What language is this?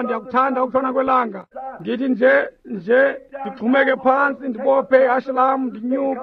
Xhosa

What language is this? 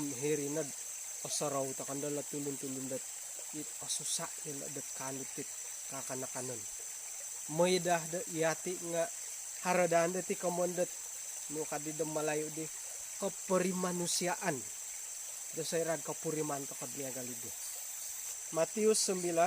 Central Dusun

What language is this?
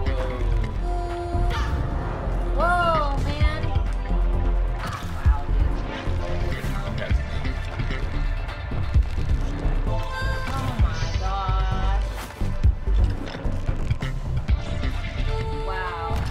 English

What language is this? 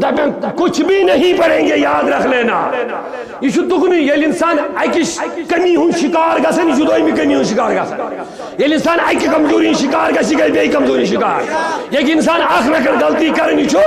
Kashmiri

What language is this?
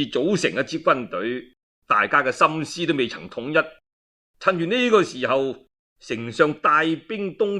Cantonese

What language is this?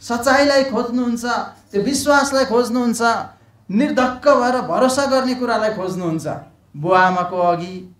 Nepali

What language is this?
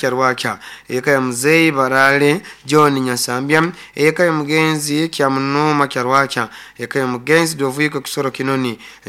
Nyoro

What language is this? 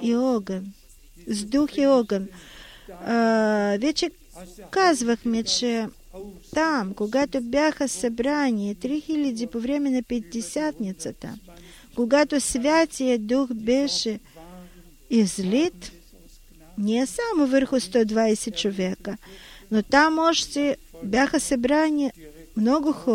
Bulgarian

